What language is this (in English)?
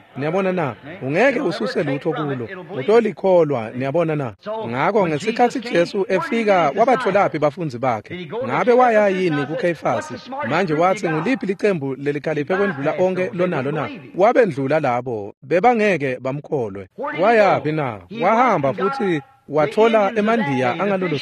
Swati